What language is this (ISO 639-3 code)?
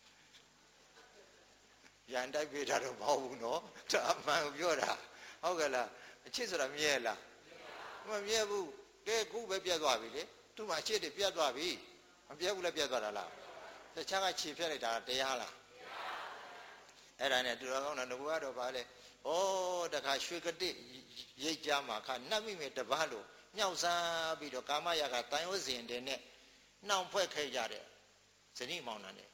mya